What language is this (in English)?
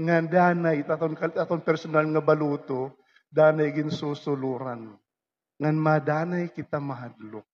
Waray